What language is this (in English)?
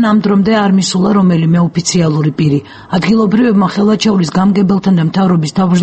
Georgian